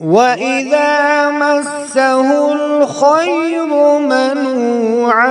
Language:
Kashmiri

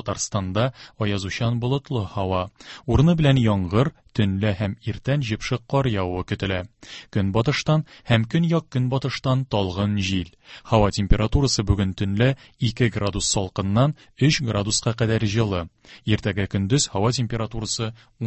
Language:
Tatar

